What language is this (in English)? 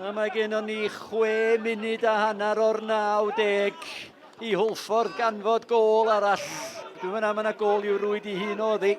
Welsh